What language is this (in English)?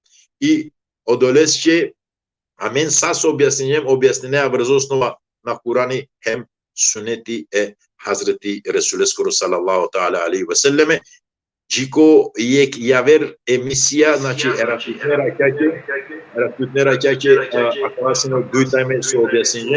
Balkan Romani